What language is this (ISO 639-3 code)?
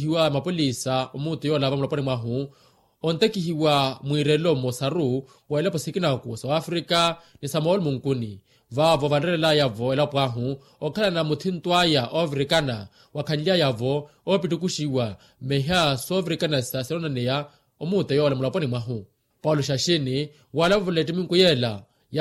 vmw